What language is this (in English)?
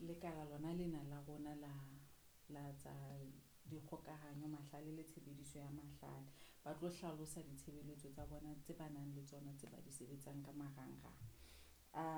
Southern Sotho